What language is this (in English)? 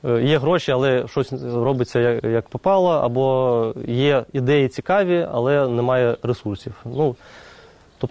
Ukrainian